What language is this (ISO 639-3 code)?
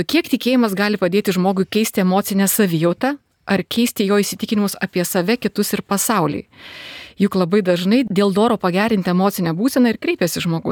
lit